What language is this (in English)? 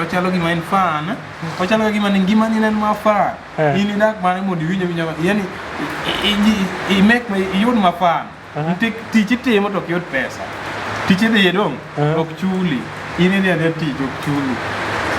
Luo (Kenya and Tanzania)